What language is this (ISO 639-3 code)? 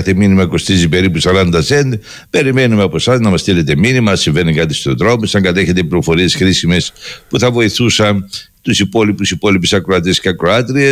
ell